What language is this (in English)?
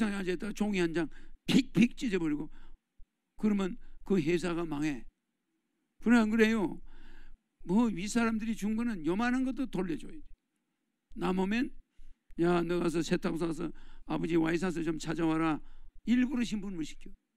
Korean